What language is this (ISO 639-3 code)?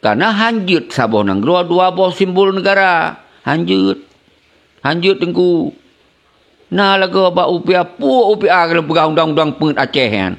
ace